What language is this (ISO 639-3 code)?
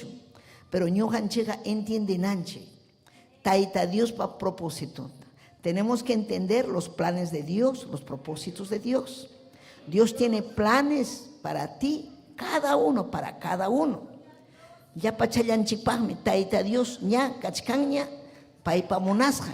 quy